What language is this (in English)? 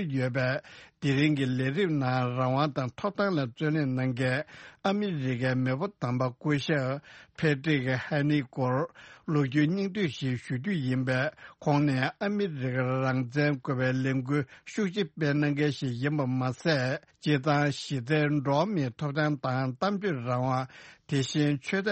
Tibetan